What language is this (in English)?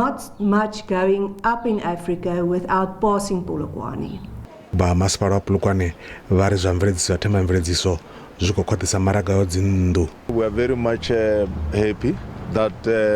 Venda